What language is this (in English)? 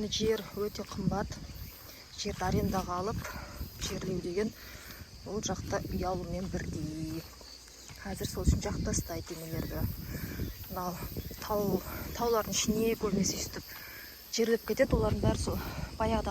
Kazakh